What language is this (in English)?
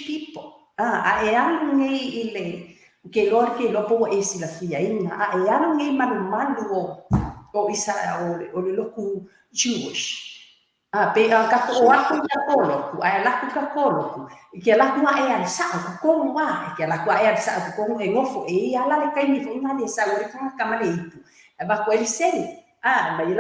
Samoan